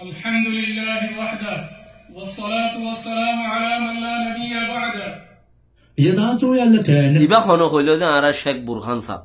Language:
Rohingya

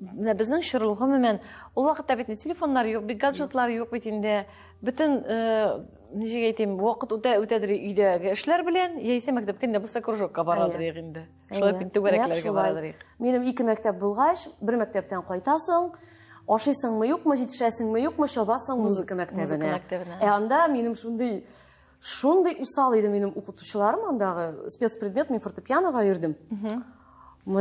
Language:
Tatar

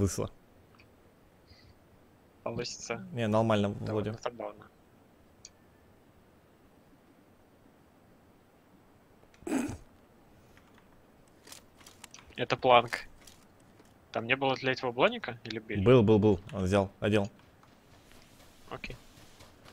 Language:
Russian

